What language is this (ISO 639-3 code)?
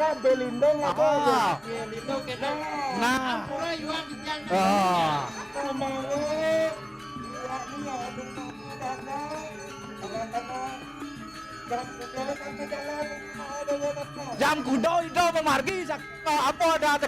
ban